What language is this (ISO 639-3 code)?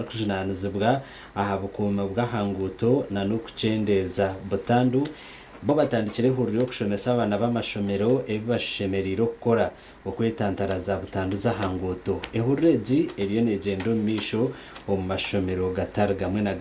nyn